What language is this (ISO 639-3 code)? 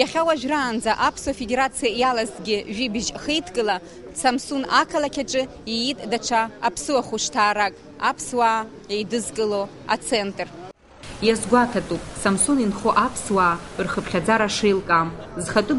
abk